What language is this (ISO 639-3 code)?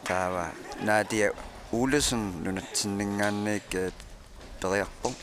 kal